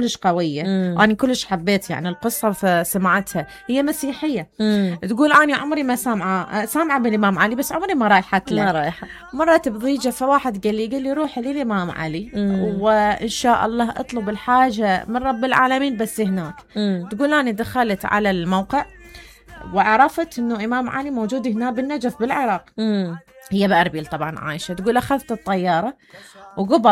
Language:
Mesopotamian Arabic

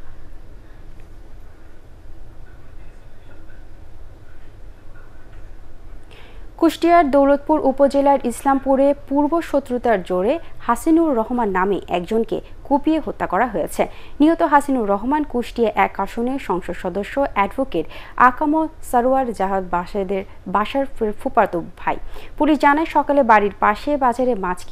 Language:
Bangla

